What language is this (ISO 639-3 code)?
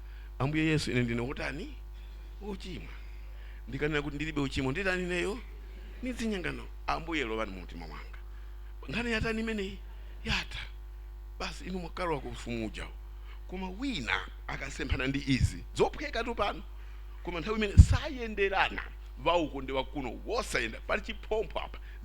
nya